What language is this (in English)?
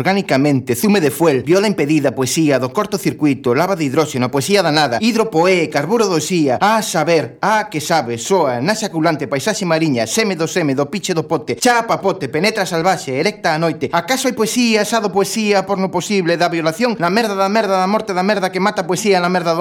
Galician